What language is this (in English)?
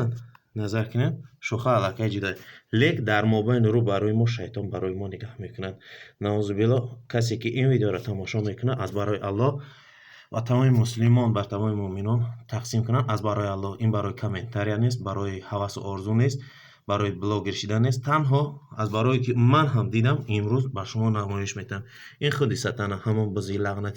Tajik